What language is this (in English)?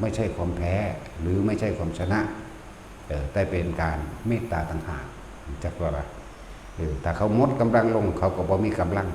Northeastern Thai